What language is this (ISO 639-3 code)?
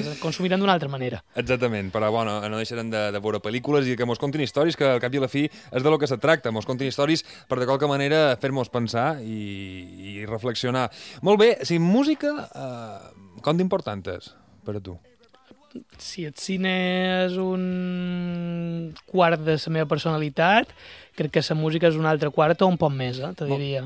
cat